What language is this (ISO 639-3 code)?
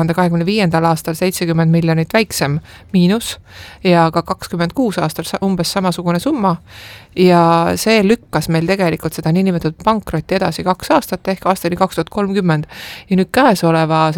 est